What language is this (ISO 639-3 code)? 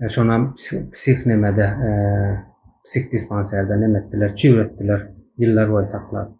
tuk